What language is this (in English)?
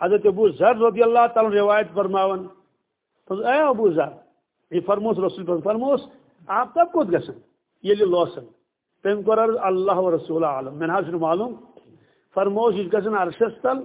Kashmiri